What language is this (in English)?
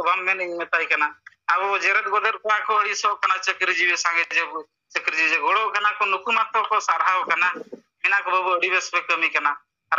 Santali